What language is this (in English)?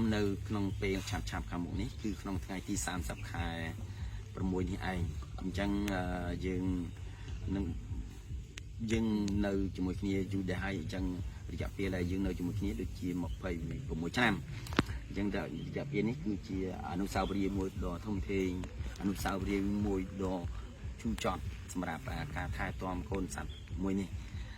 Khmer